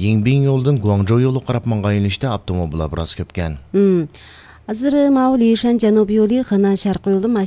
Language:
Uyghur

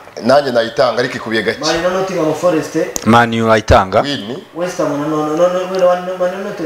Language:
Kinyarwanda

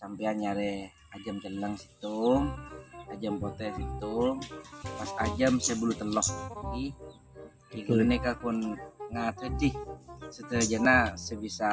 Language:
Madurese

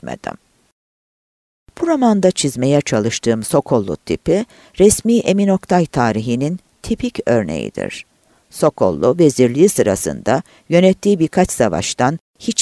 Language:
Turkish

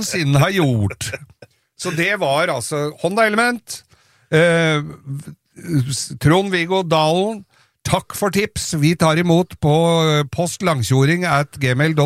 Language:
Norwegian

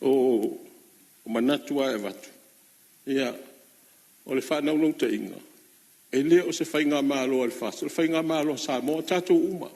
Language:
Samoan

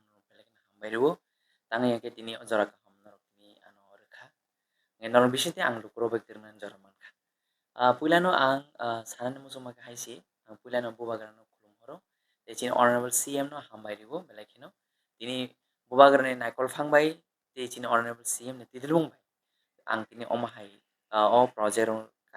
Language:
Kok Borok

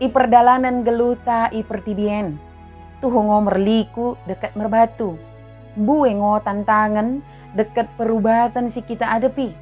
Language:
Batak Dairi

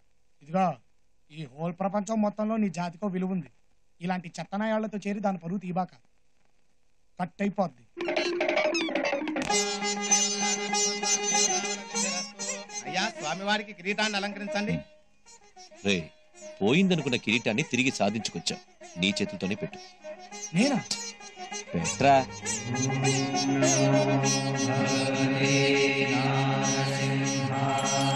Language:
Telugu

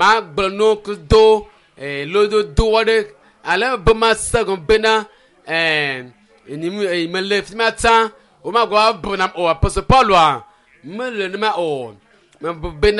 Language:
Ewe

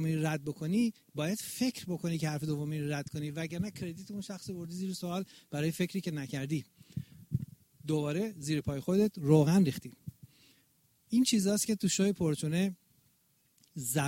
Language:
Persian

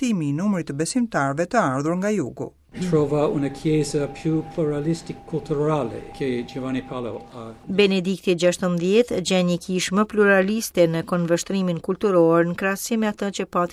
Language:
Albanian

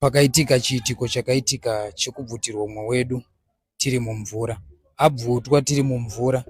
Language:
Shona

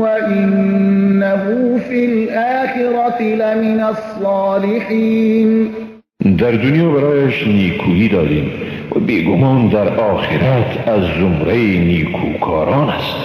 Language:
Persian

